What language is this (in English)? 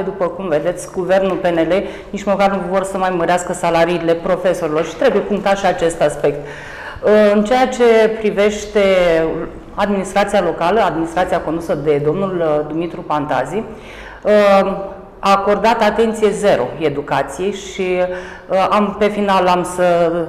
Romanian